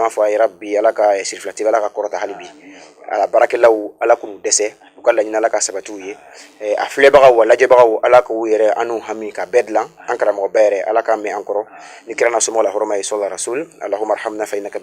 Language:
Bambara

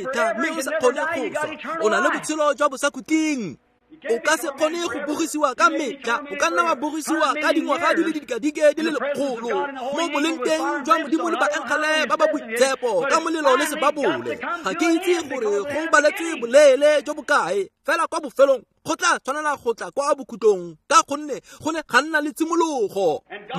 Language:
Tswana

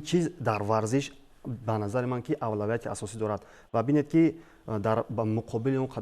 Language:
Tajik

